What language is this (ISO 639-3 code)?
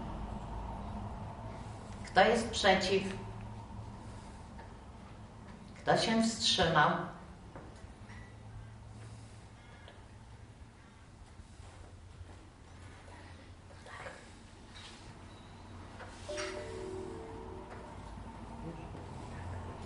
pol